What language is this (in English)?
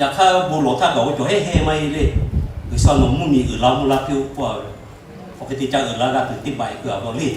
Lahu